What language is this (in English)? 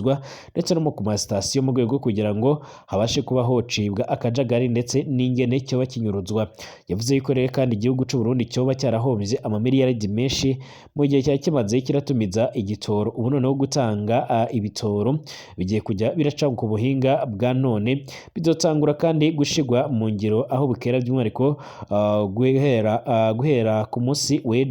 Rundi